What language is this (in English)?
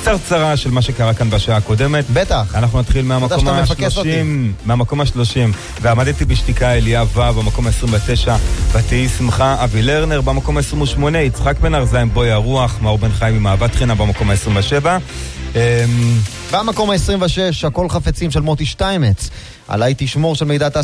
Hebrew